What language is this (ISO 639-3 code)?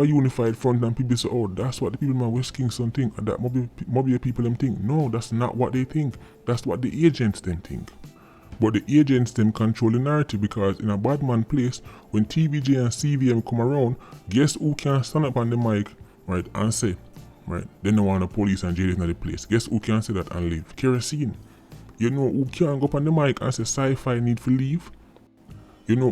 jam